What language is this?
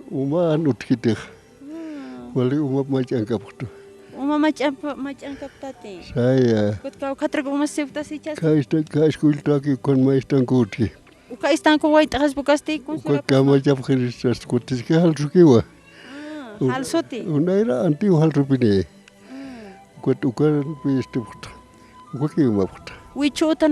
Aymara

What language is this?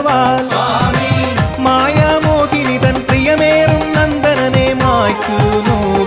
Malayalam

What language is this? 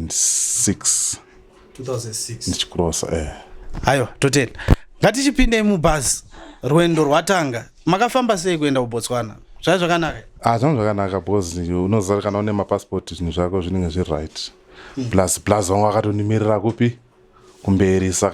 Shona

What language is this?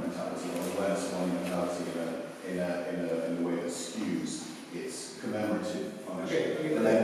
English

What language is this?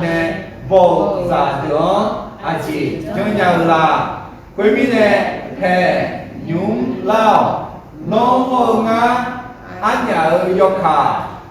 Akha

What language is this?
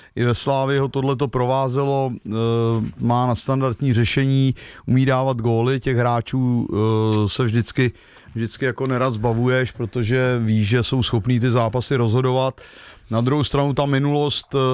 Czech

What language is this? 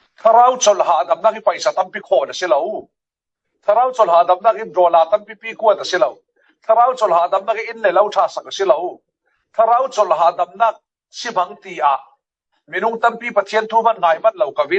Falam Chin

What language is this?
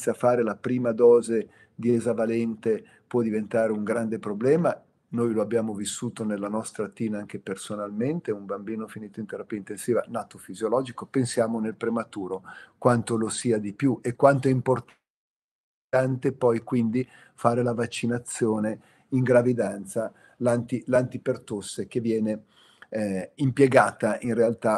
Italian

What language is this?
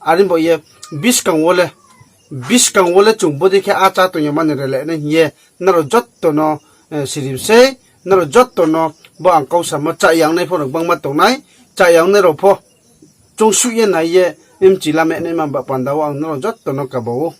Riang (India)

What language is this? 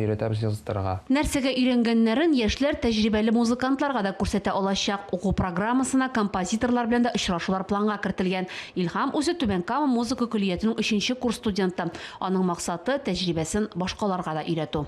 Tatar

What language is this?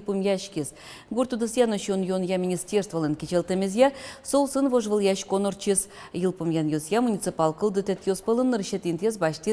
Udmurt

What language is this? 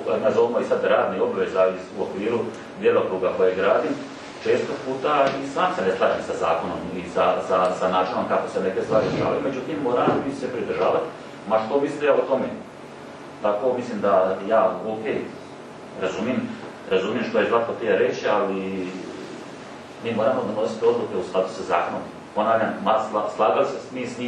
Croatian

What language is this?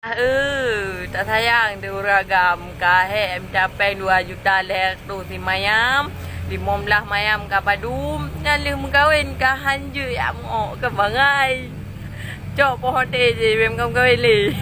Achinese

